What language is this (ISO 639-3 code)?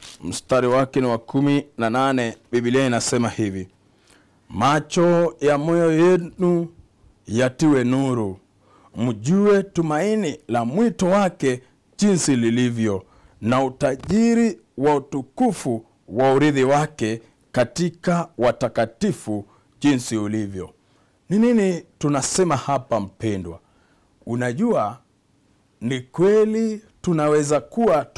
swa